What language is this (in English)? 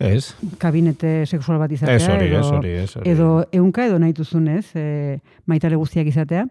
Basque